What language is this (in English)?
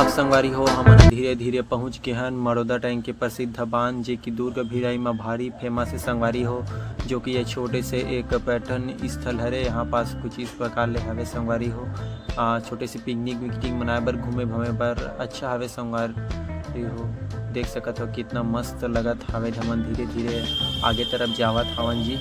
Chhattisgarhi